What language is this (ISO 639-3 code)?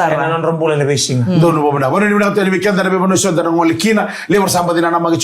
fij